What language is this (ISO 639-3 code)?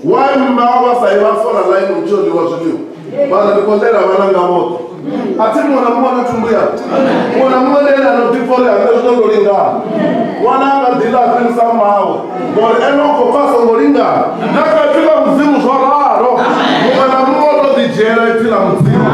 ven